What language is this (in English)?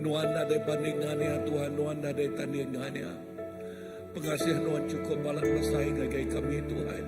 Iban